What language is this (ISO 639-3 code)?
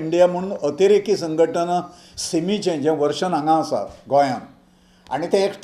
kok